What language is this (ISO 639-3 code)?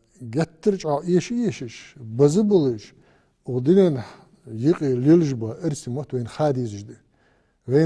inh